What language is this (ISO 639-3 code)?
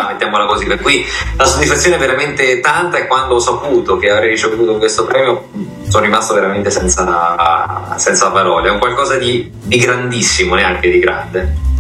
ita